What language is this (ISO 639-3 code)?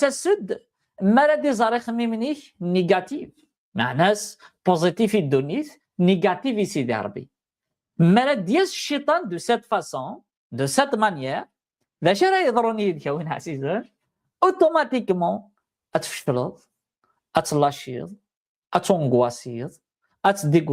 kab